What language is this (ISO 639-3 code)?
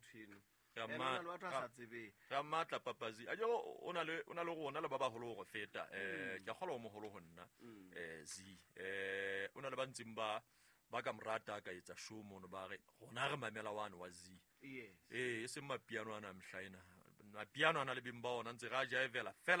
sot